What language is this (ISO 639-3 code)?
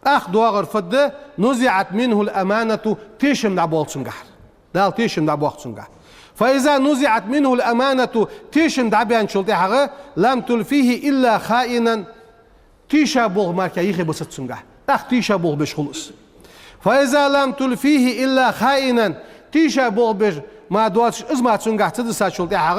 inh